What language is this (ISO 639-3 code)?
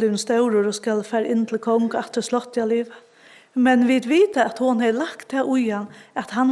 fao